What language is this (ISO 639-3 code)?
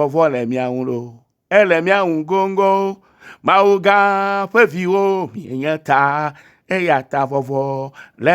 ewe